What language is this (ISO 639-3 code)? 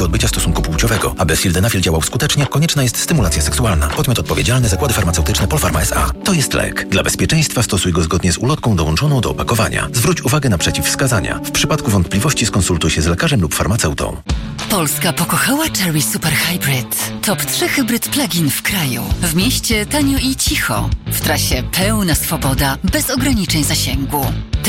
pol